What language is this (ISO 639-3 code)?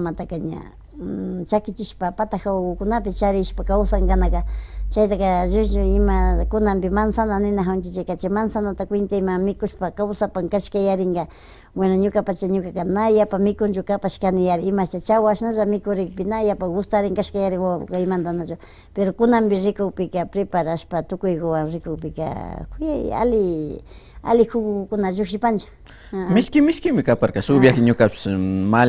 qvi